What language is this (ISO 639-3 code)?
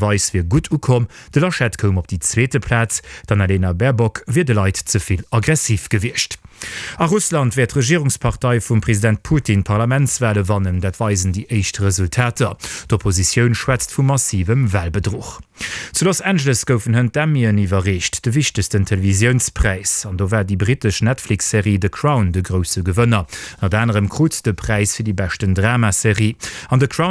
ltz